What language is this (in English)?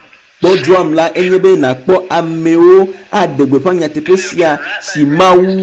Ewe